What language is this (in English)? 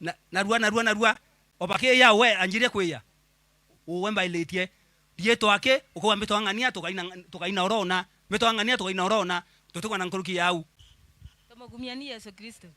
Meru